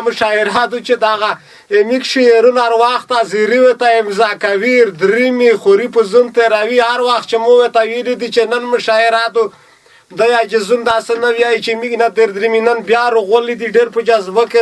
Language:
Pashto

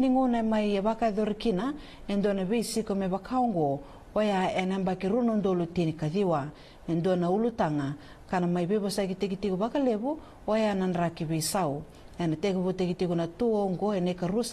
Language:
Fijian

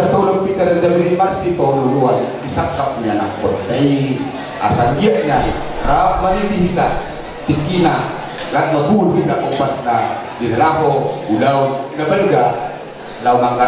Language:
Batak Toba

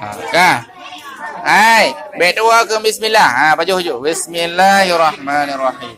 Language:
Achinese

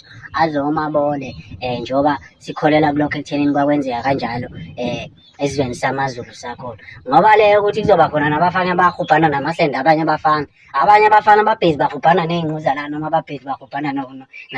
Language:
Zulu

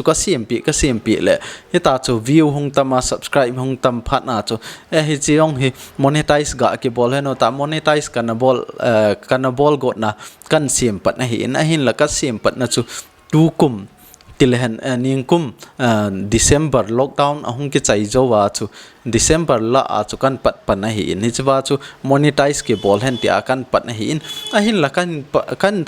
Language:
Thado Chin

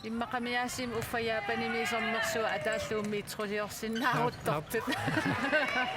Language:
Kalaallisut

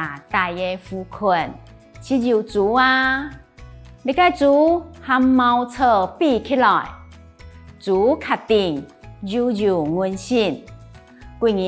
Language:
Hakka Chinese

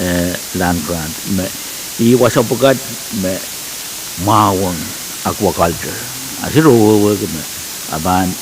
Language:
Pohnpeian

